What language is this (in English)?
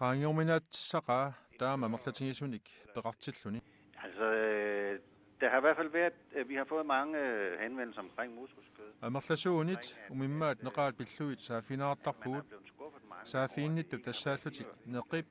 Kalaallisut